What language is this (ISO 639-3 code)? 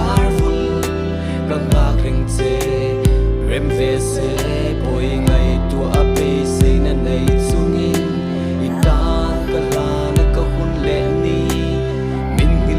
lus